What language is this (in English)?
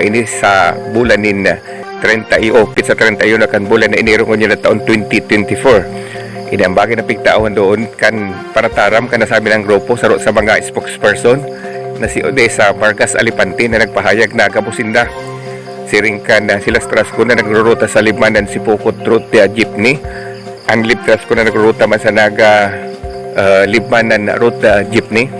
Bikol